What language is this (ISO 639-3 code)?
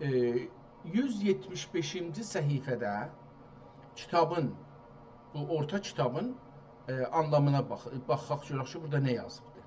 azb